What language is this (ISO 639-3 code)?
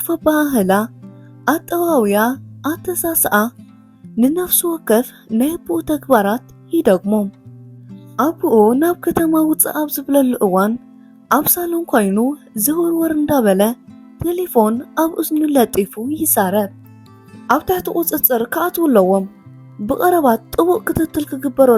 tir